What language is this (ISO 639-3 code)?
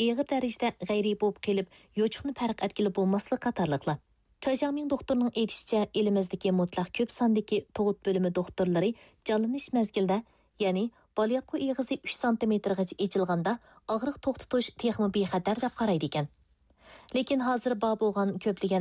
uig